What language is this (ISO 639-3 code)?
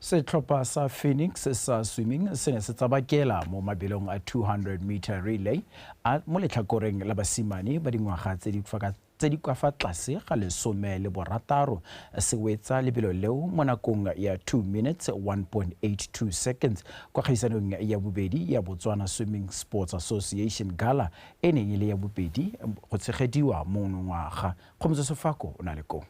tsn